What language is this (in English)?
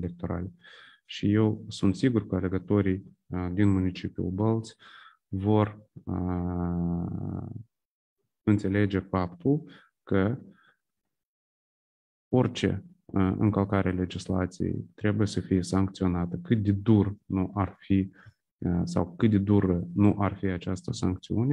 Romanian